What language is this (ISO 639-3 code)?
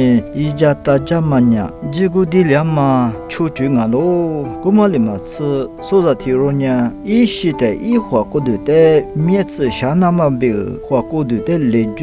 lis